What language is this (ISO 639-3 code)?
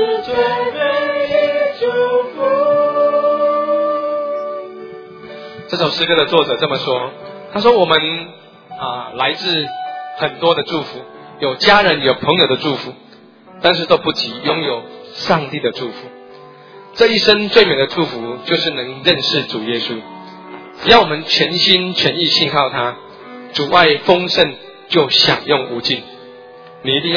zho